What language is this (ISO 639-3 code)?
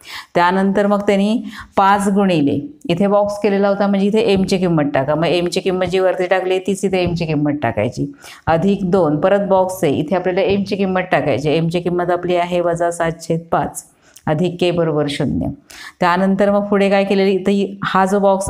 mar